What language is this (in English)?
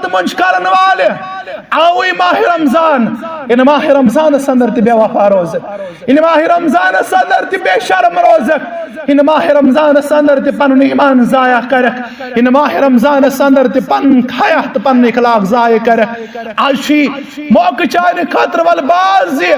Kashmiri